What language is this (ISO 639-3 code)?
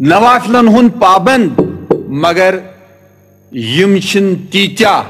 kas